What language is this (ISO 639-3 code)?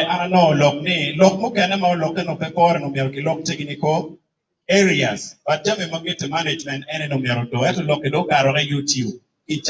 ach